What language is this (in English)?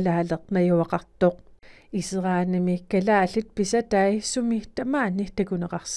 Kalaallisut